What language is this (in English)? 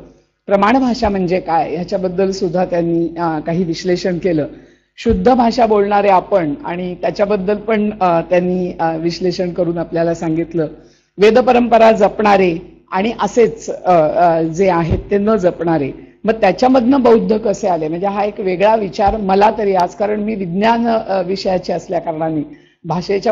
Marathi